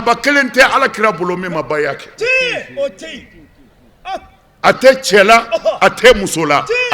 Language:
Bambara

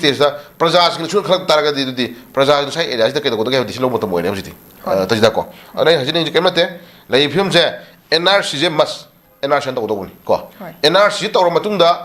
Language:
Manipuri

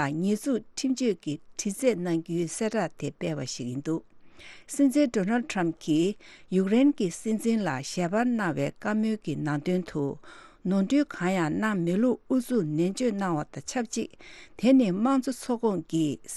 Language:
Tibetan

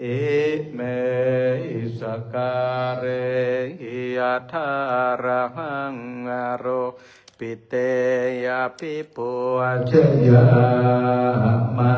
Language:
Pali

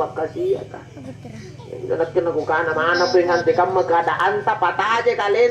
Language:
Makasar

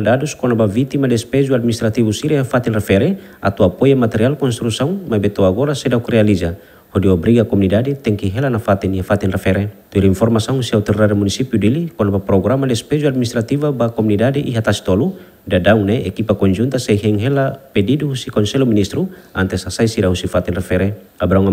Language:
Tetum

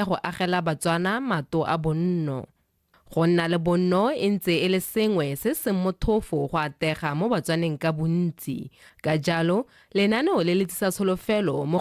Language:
Tswana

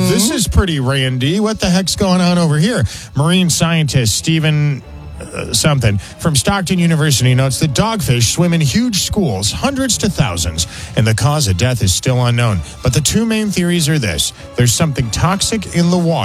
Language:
English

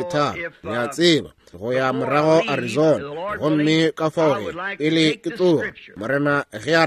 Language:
Northern Sotho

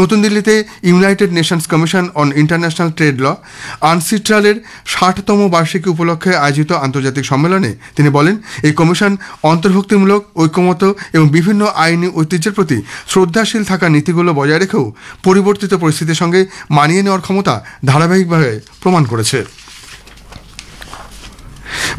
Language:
Bangla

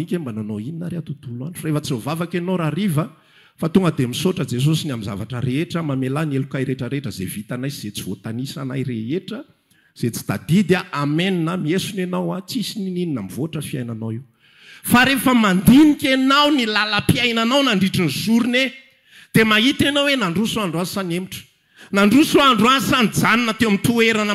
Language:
Malagasy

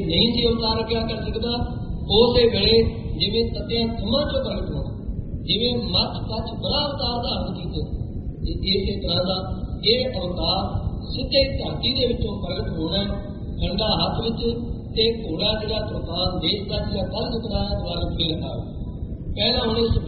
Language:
Punjabi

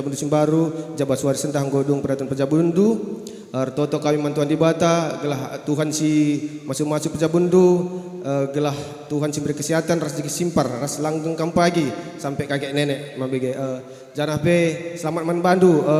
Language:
Batak Karo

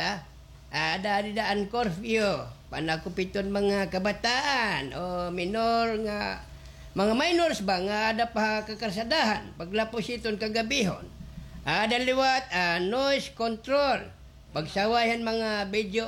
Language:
Waray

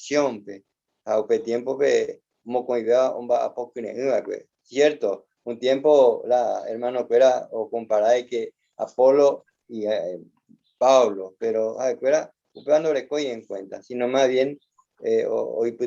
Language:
Guarani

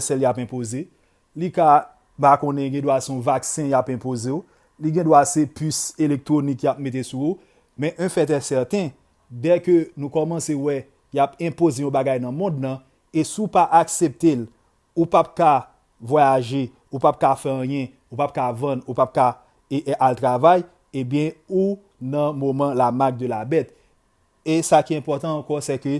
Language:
Haitian Creole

